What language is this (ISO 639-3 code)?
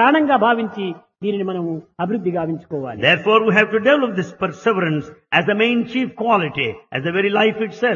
tel